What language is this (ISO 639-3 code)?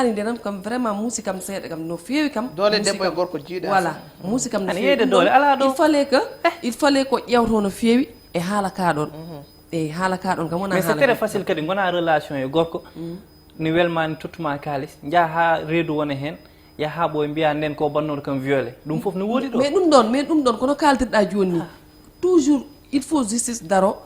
ful